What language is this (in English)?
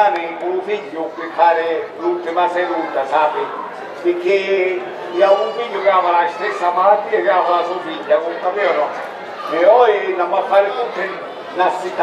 Sicilian